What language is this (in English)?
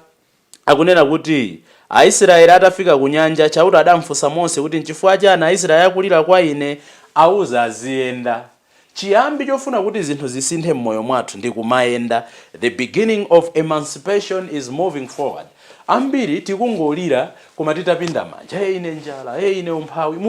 Nyanja